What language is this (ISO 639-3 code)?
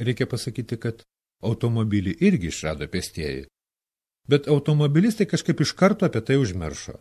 lit